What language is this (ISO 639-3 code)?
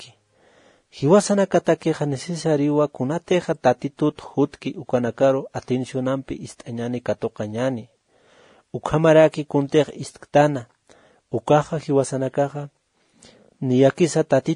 aym